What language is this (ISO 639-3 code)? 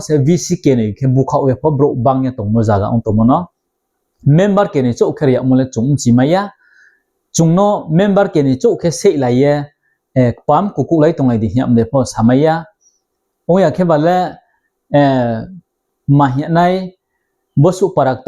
ria